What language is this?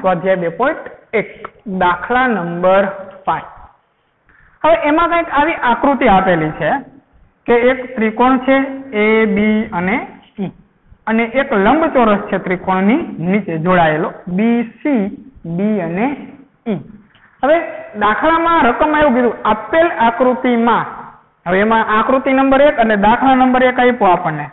Gujarati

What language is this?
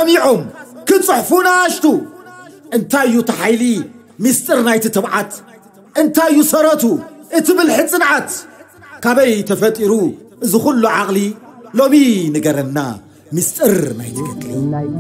Tigrinya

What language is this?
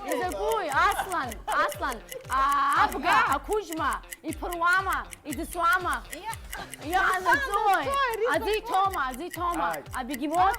Abkhazian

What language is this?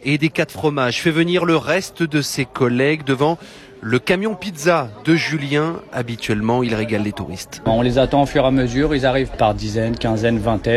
French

